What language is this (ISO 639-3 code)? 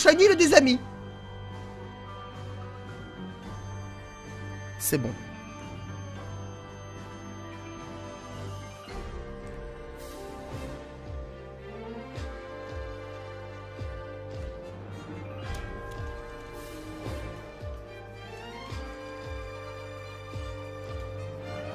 fra